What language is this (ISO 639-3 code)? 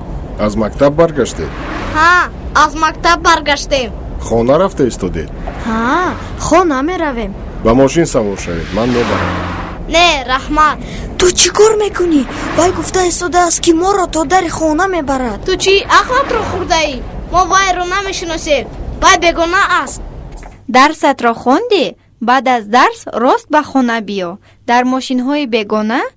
tgk